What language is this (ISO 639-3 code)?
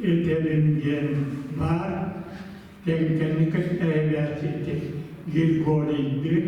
sah